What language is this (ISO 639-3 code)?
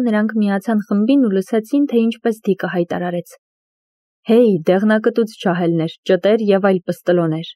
hye